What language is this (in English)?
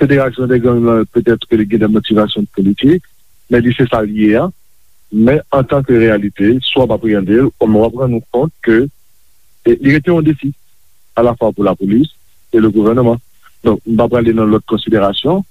Haitian Creole